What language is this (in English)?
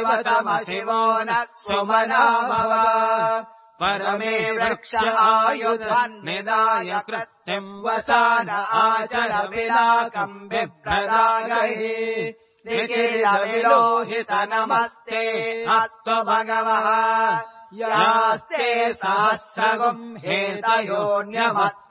Sanskrit